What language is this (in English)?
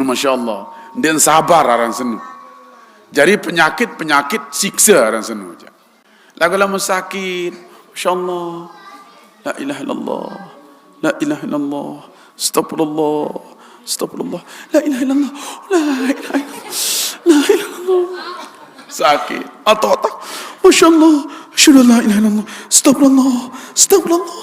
Sasak